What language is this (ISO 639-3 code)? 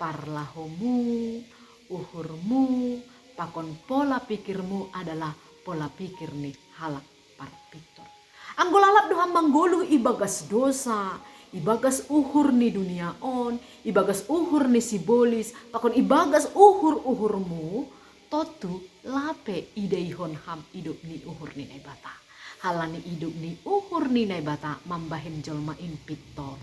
bts